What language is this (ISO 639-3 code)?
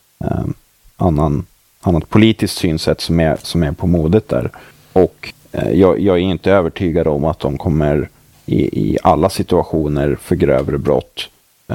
swe